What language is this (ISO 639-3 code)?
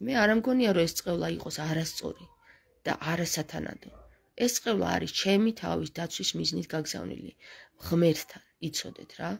kat